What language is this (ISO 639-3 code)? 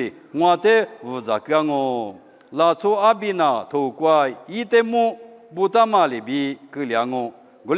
lis